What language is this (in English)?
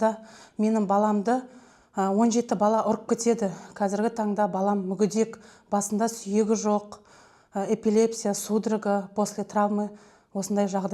Kazakh